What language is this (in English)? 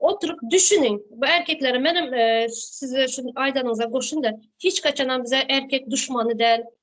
Turkmen